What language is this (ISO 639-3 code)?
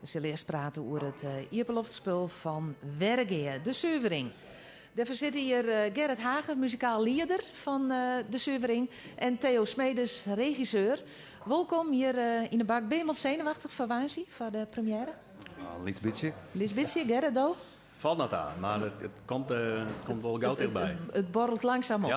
fry